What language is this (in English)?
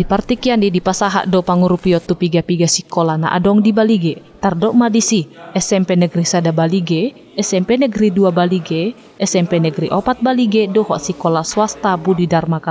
Batak Toba